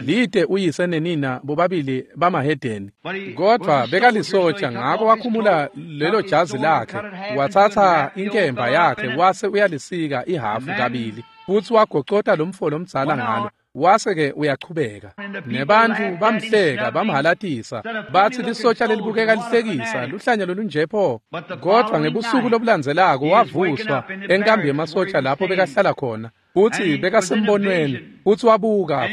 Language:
Swati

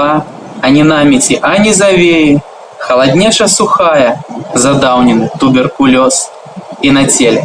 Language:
Belarusian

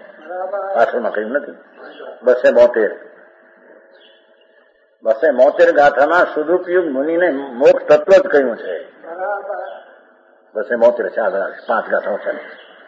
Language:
Gujarati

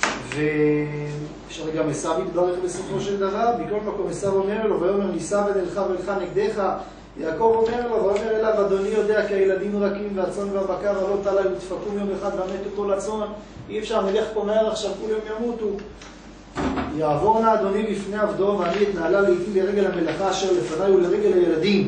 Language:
Hebrew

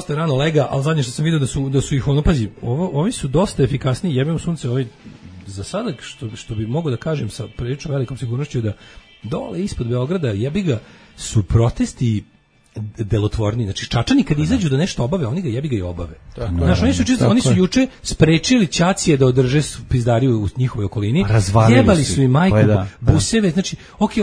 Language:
Serbian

